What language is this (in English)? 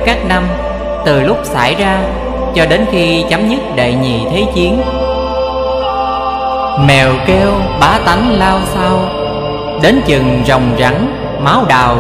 Vietnamese